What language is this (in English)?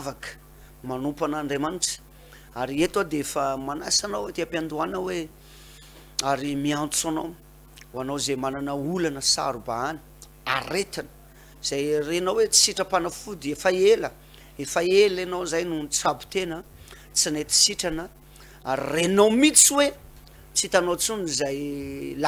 Malagasy